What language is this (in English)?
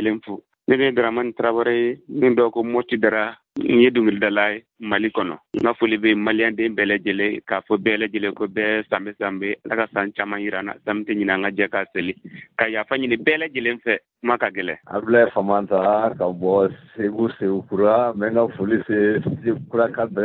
Bambara